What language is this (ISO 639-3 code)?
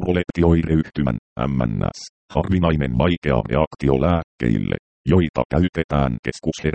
fin